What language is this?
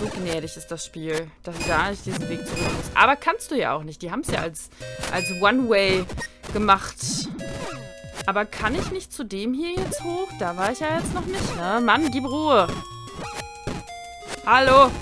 German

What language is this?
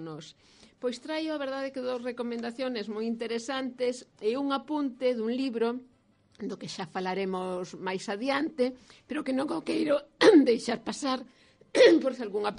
Galician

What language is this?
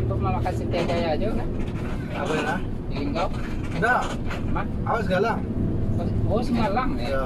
Minangkabau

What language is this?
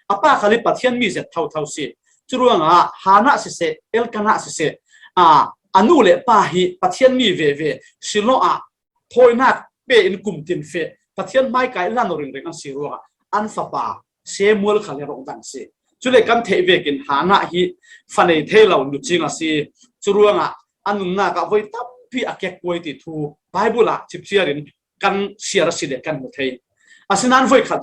Falam Chin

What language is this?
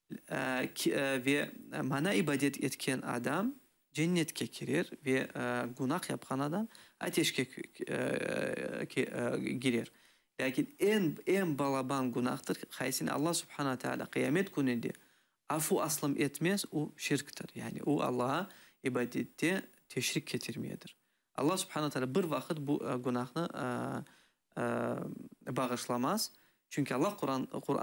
Crimean Tatar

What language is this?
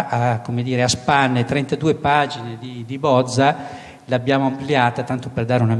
Italian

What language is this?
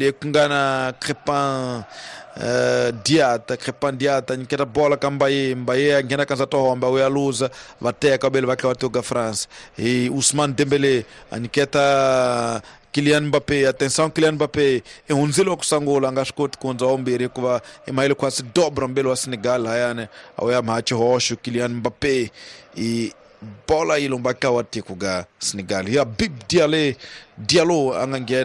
Tsonga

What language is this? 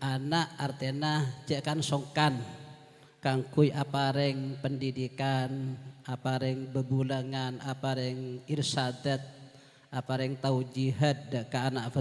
Madurese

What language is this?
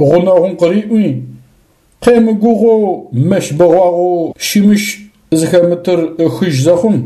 Adyghe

